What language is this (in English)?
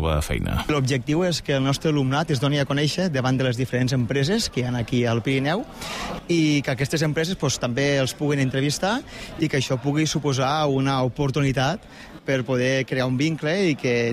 Catalan